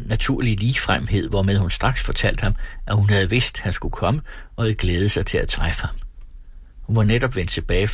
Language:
Danish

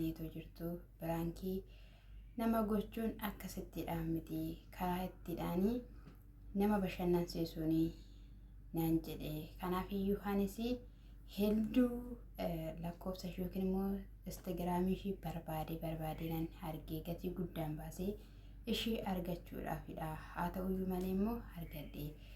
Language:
Oromo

